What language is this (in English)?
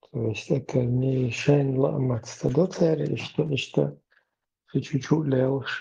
Chechen